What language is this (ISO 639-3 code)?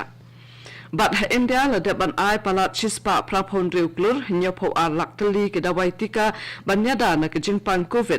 kha